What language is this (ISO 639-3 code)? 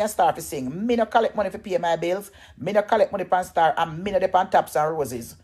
jam